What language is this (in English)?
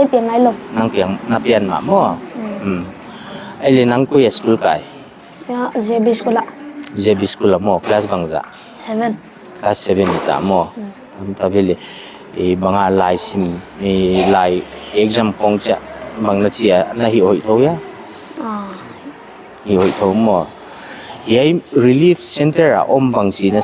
Paite Chin